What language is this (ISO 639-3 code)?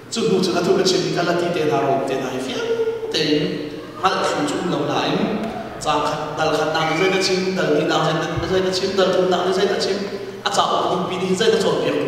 cnh